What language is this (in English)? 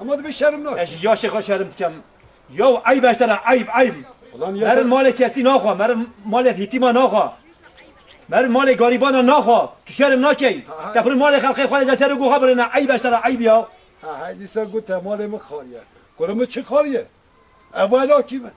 Kurdish